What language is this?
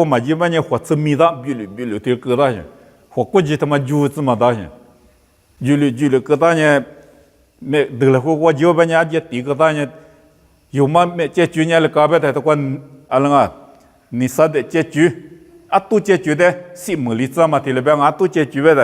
Lisu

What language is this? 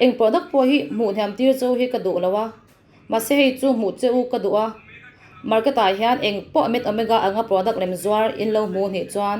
Mizo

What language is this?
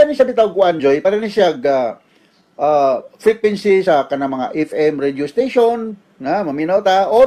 Cebuano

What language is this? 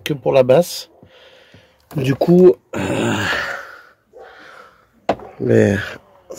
French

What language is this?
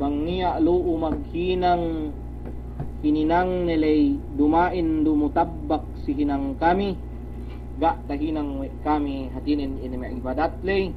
Yakan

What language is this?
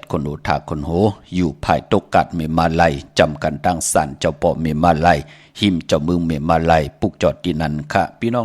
Shan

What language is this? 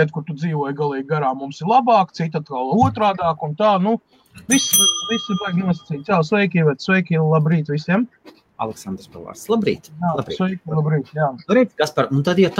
Latvian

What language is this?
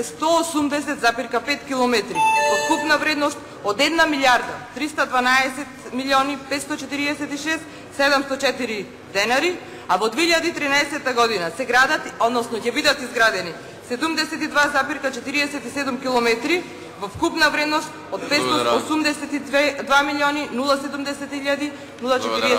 Macedonian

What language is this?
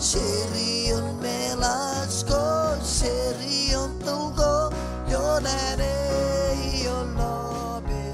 Marshallese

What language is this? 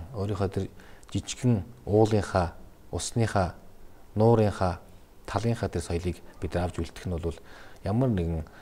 Mongolian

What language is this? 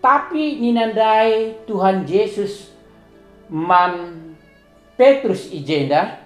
Batak Karo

